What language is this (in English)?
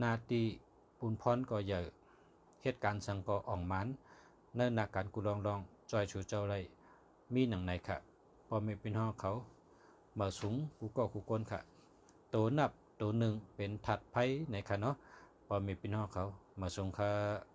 Shan